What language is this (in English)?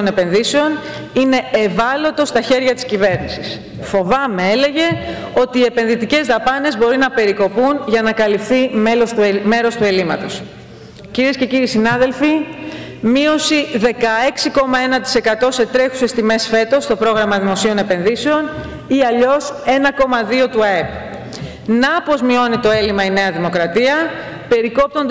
Greek